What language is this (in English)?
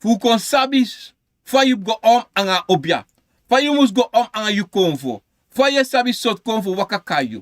Sranan Tongo